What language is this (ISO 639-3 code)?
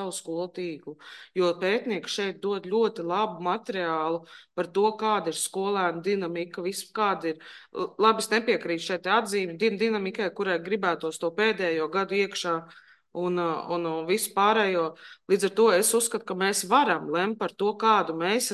lav